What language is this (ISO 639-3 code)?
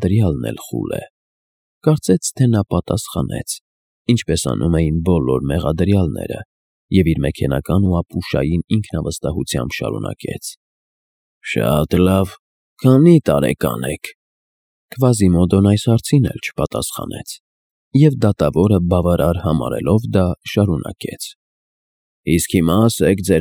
hye